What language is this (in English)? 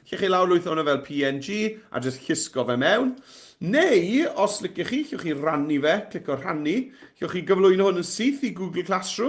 Welsh